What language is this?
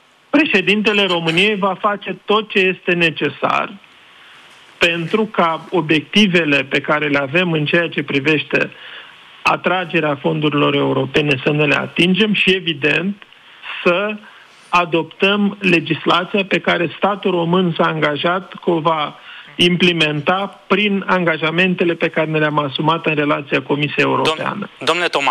Romanian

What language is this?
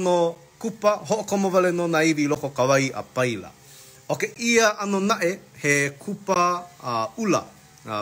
Hawaiian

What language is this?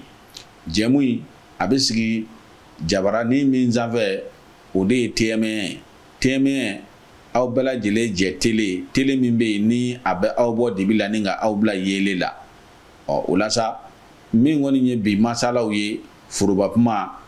Bambara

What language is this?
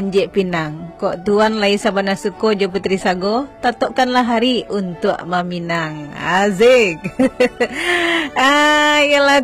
Minangkabau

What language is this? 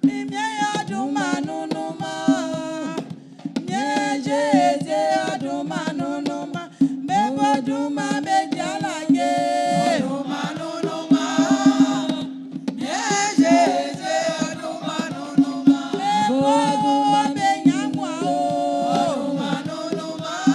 Baoulé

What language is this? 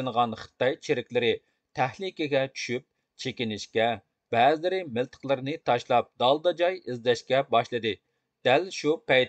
Uyghur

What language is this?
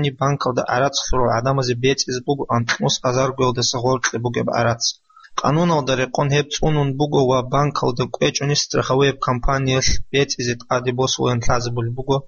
Avaric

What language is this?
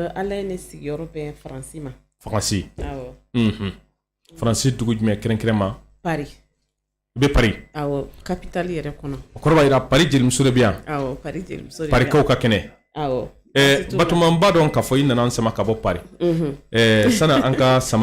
Bambara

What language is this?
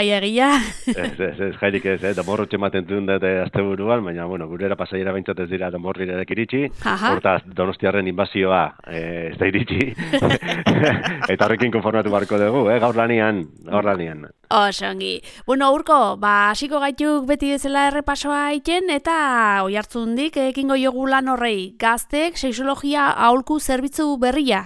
Basque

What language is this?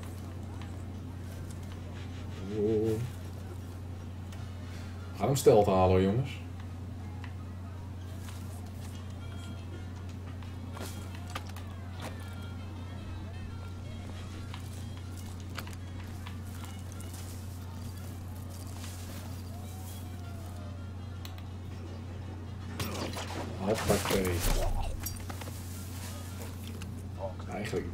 Dutch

